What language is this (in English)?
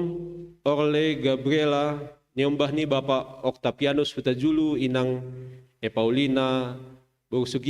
Batak Simalungun